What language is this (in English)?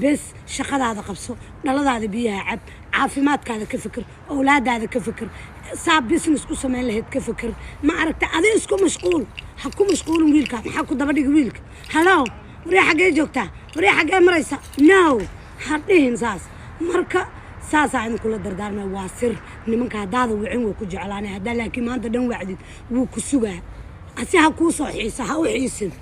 Somali